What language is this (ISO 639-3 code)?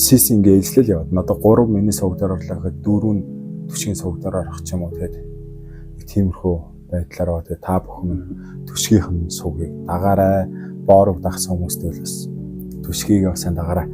mon